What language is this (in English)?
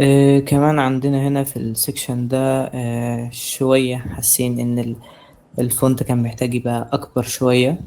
Egyptian Arabic